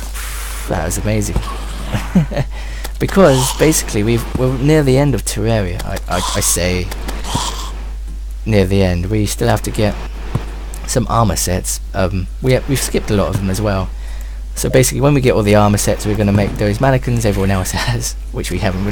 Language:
English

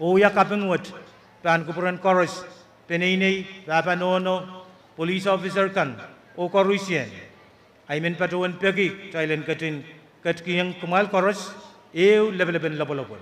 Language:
Pohnpeian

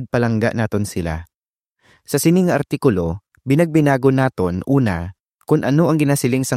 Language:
Hiligaynon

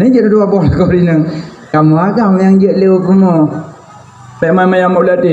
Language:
Achinese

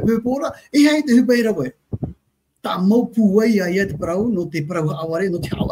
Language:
Tahitian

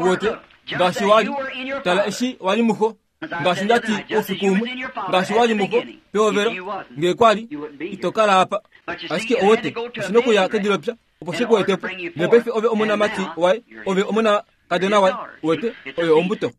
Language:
Kuanyama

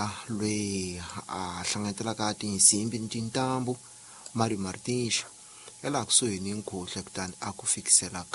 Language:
Tsonga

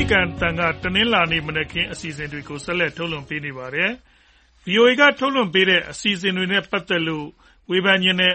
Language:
Burmese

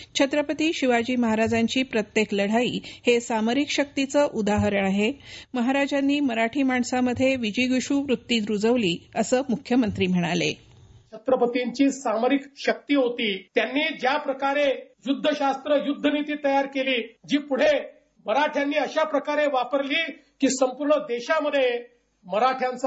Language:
Marathi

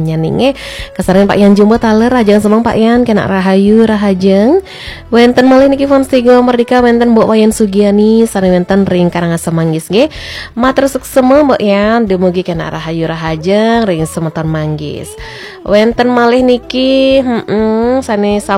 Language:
Balinese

